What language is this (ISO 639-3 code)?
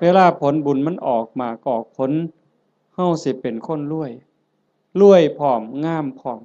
lao